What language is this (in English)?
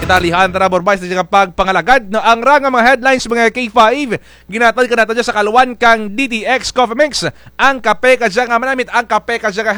Kinaray-a